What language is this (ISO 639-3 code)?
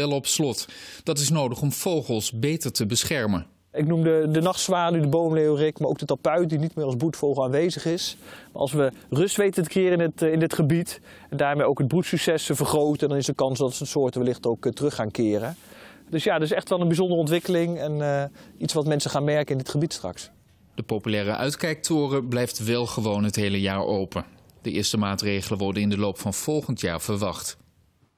nld